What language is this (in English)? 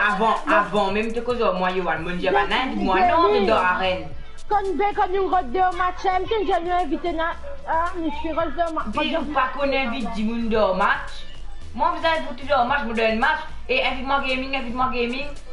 Morisyen